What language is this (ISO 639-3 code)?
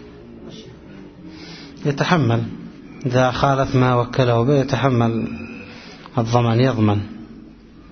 ara